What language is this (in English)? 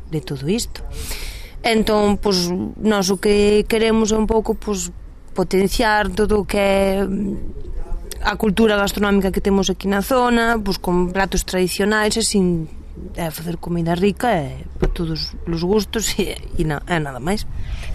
Galician